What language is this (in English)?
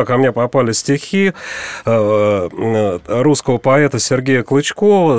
Russian